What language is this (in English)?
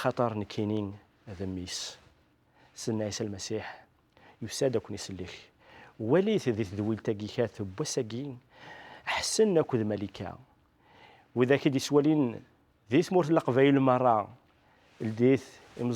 Kabyle